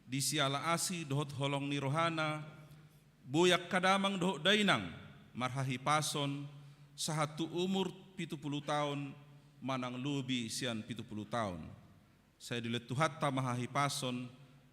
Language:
Batak Toba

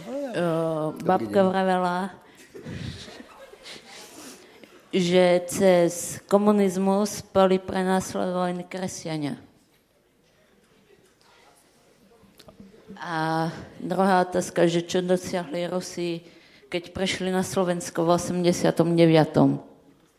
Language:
Slovak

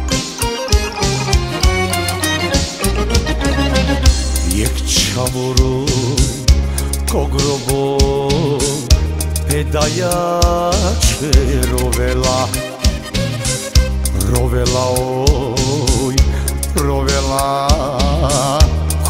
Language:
Croatian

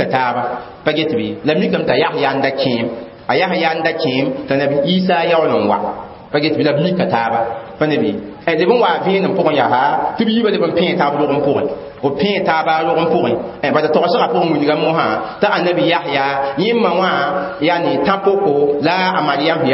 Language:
Mossi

